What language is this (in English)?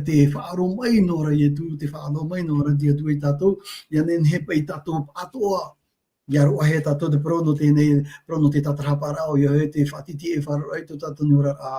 Tahitian